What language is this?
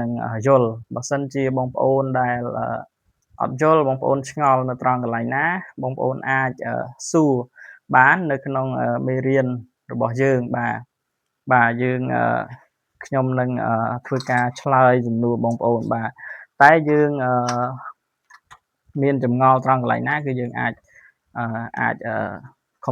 Khmer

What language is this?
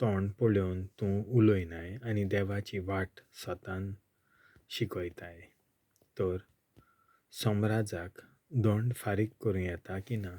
Konkani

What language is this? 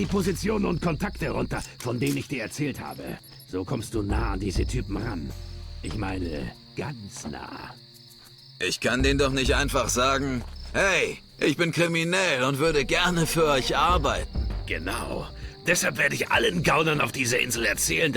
Bavarian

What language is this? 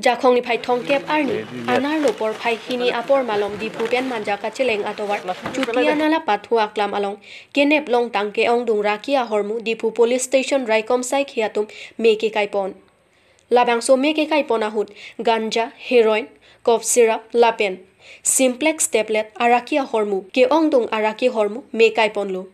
Karbi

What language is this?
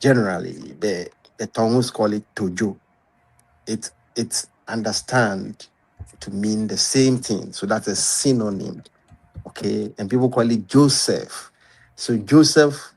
Ewe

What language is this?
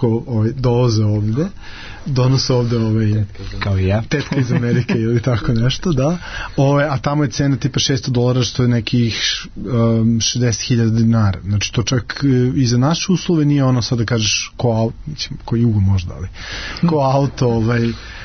Serbian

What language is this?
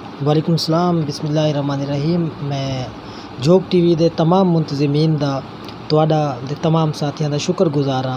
Western Panjabi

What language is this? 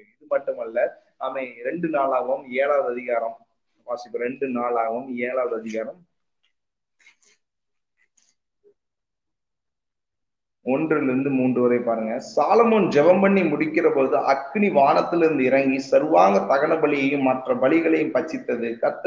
Tamil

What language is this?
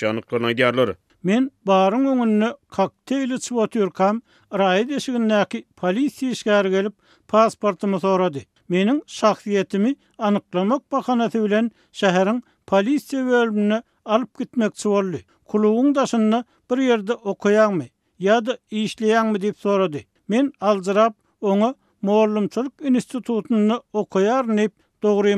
Turkmen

